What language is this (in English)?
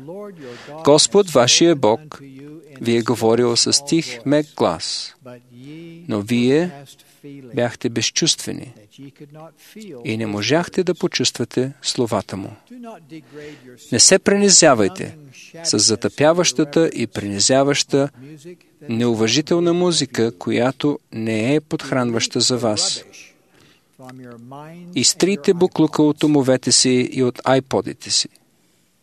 Bulgarian